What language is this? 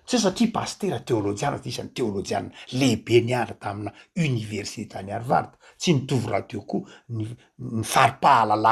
Malagasy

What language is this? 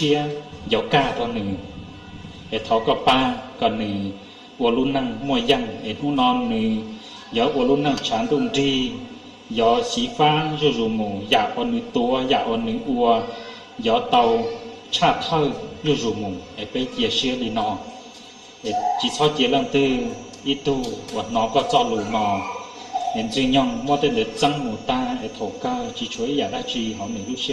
Hmong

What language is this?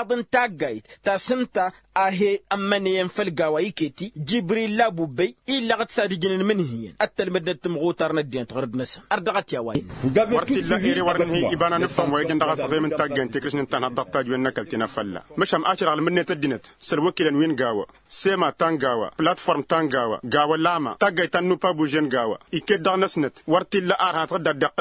Tamasheq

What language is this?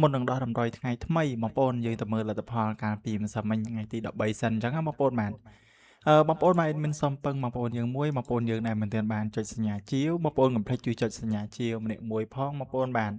Khmer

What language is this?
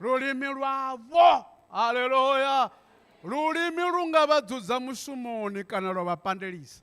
Venda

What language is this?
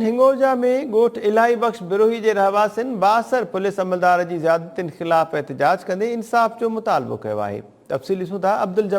Sindhi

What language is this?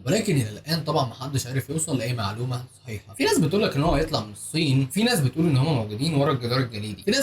Egyptian Arabic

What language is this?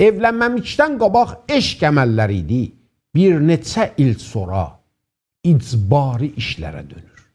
South Azerbaijani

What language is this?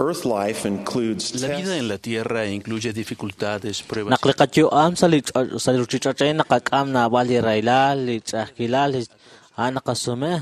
Kekchí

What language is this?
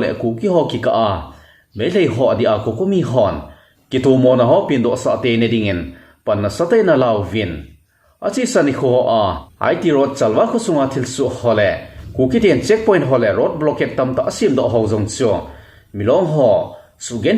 Thado Chin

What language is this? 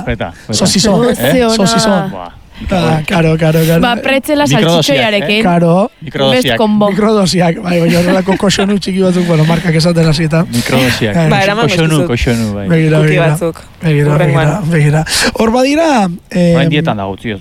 Basque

